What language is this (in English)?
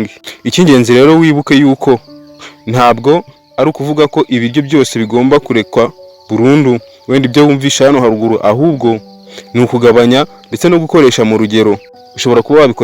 Kinyarwanda